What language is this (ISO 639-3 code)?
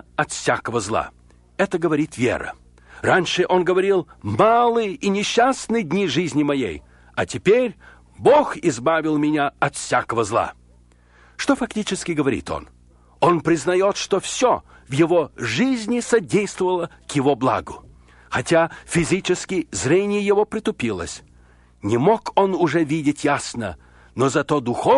rus